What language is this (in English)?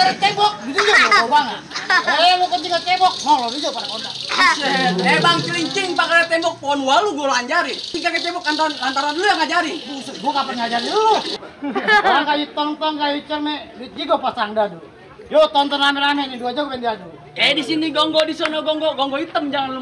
Betawi